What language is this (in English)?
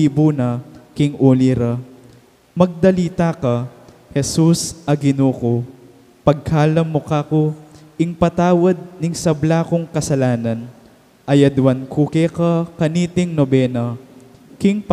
Pampanga